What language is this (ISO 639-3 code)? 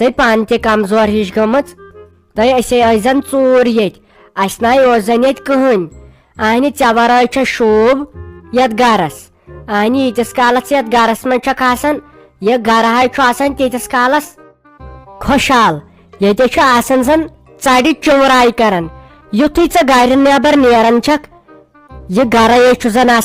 kas